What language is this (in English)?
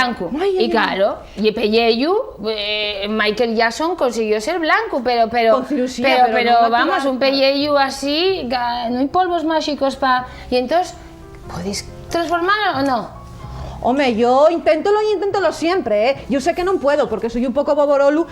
Asturian